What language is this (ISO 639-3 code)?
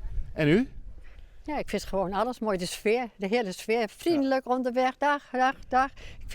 fry